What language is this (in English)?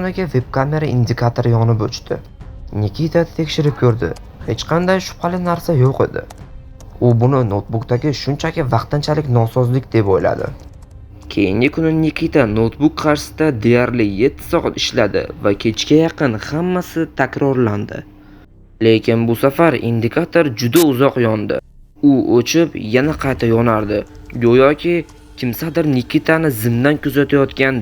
Uzbek